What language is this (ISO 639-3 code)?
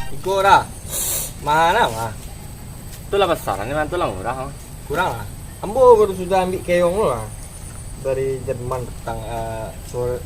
min